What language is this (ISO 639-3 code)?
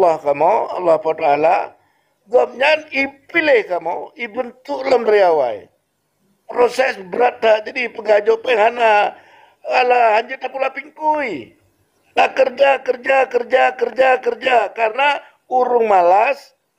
ace